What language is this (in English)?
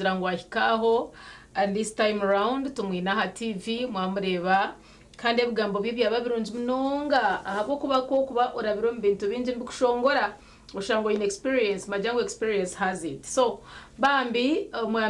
Nyankole